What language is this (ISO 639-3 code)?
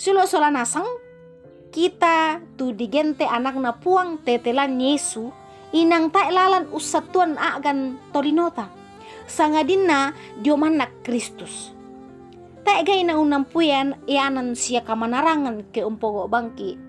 sda